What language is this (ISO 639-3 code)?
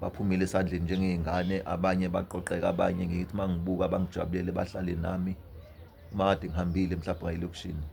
zul